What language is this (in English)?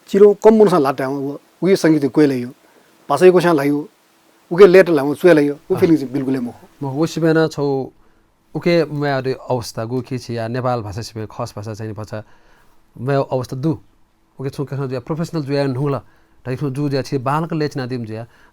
Newari